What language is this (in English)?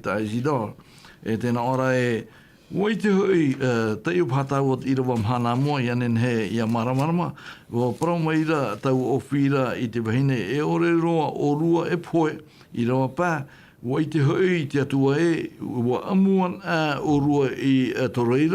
Tahitian